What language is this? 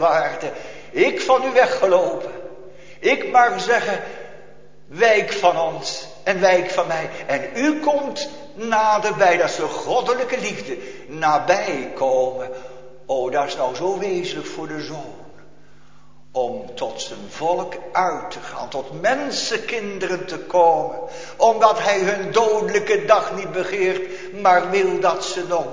Dutch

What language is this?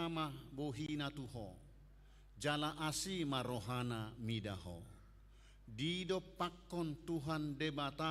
Batak Toba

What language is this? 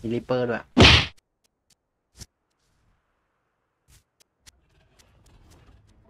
Thai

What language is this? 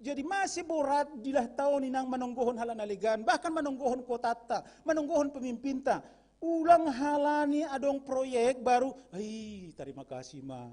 Batak Simalungun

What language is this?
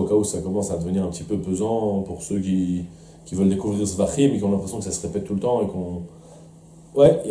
French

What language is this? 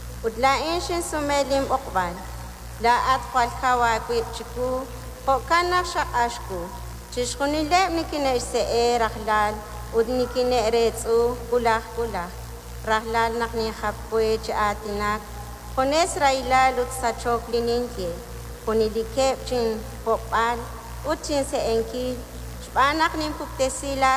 Kekchí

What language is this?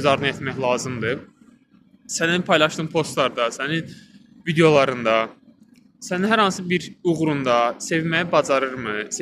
Azerbaijani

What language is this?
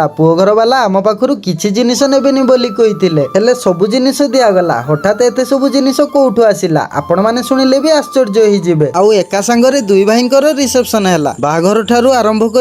Odia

